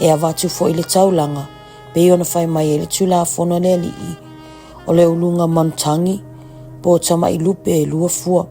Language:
Samoan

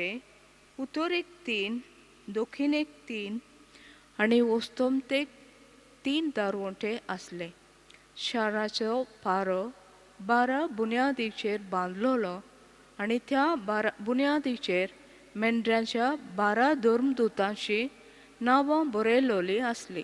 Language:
Konkani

